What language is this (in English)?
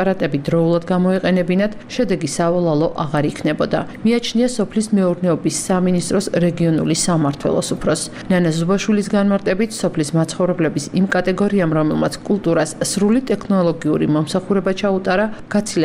Georgian